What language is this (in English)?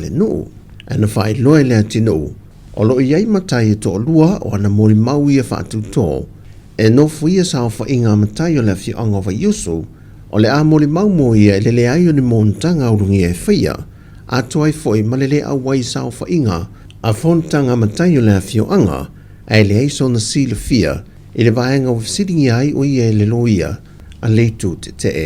Samoan